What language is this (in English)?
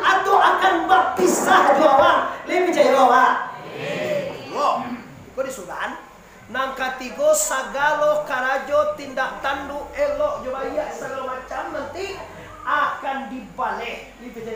Minangkabau